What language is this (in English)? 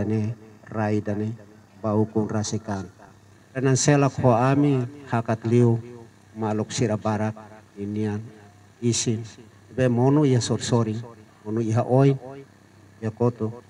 Tetum